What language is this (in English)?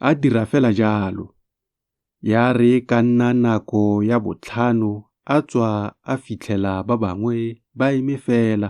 Tswana